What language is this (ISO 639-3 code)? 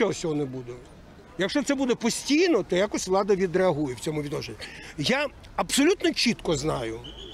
ukr